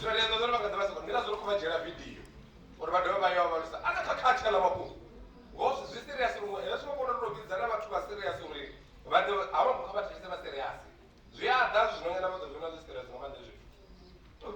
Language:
Venda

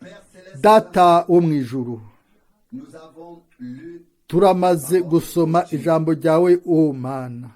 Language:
Rundi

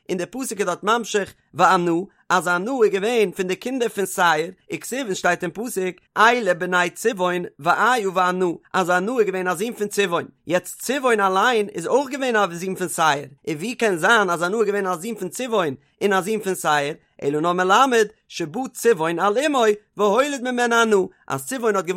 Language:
Yiddish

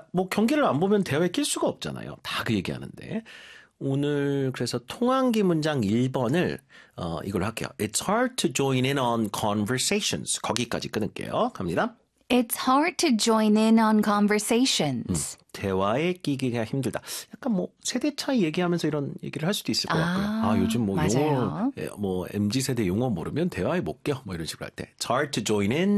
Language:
Korean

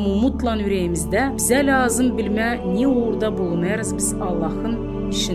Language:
Gagauz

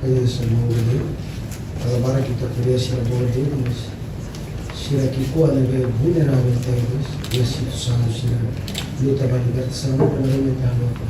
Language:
Tetum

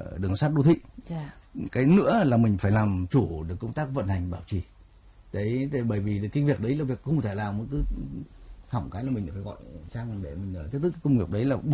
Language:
Vietnamese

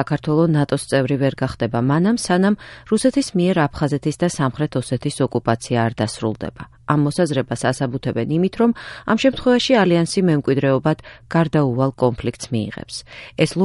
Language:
Georgian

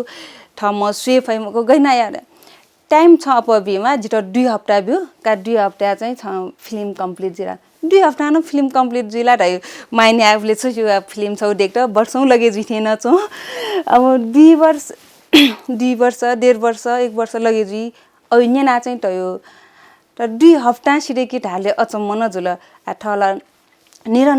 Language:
Newari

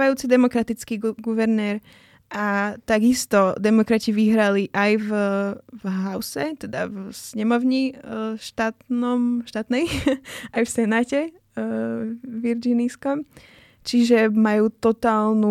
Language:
Slovak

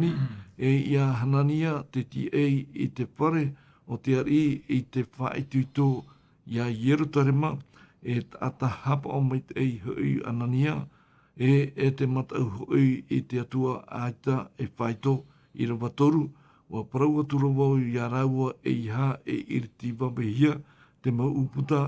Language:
Tahitian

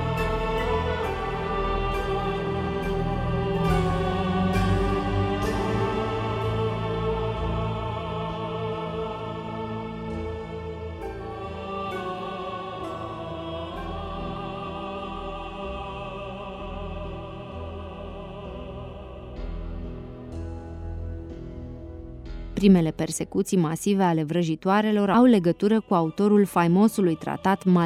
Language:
Romanian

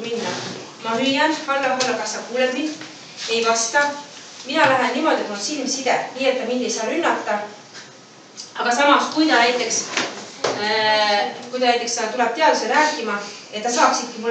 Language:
Estonian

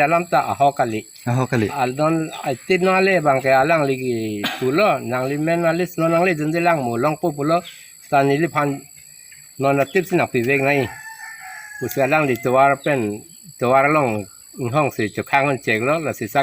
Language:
Karbi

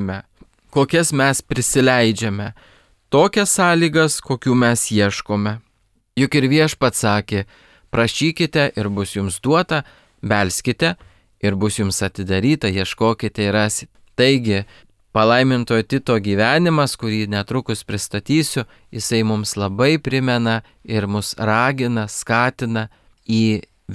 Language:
Lithuanian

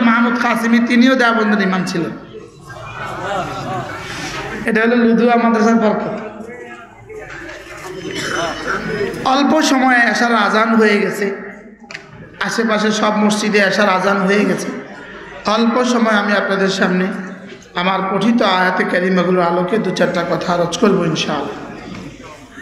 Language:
Bangla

